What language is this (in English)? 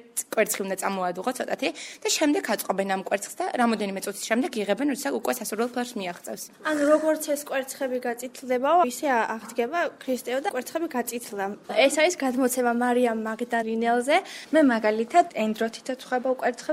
Georgian